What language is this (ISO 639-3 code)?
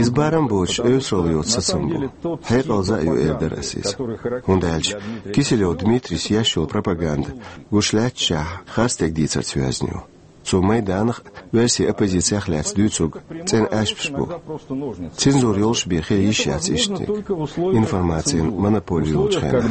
che